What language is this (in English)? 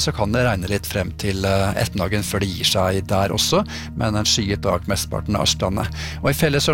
Norwegian